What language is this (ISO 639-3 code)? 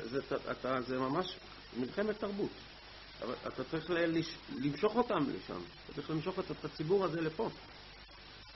heb